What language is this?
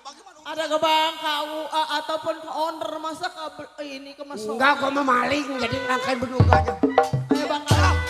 Betawi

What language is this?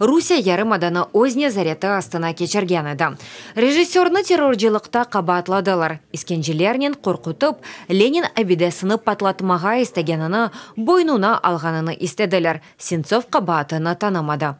Crimean Tatar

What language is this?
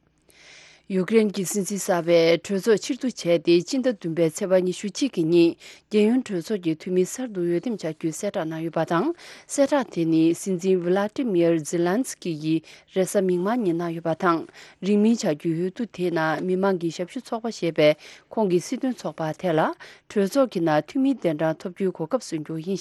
Tibetan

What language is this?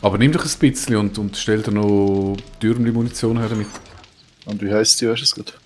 Swiss German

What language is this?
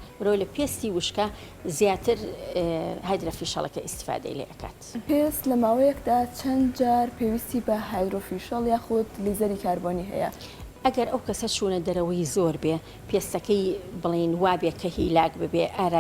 Central Kurdish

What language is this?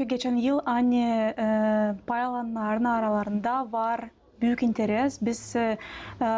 Gagauz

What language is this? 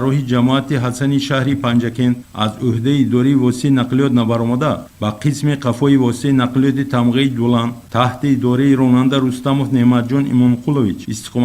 Tajik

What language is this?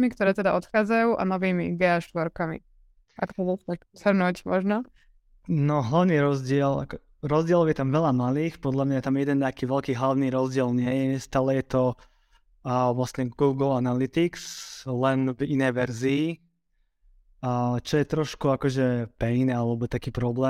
Slovak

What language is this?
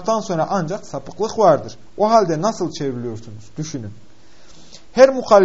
Turkish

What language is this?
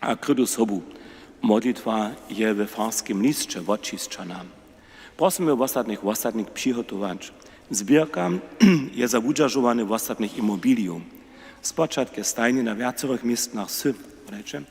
Upper Sorbian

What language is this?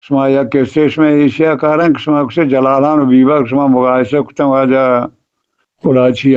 Eastern Balochi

